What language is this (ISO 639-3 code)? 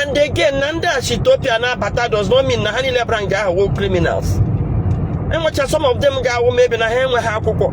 ibo